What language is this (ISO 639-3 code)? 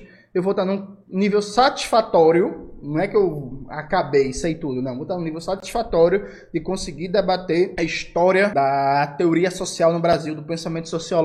por